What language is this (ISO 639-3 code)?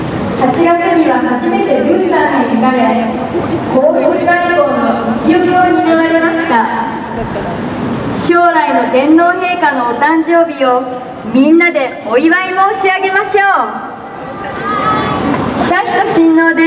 jpn